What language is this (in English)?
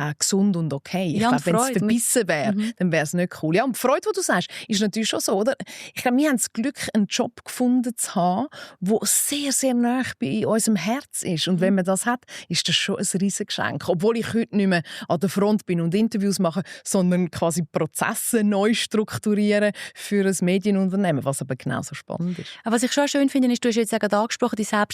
Swiss German